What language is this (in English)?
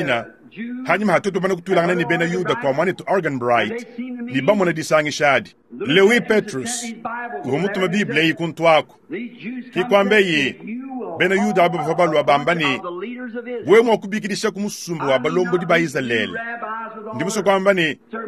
Luba-Lulua